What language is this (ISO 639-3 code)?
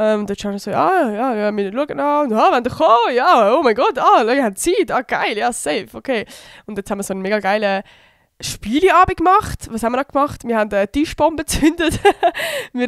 gsw